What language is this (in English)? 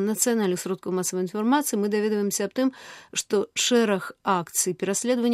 Belarusian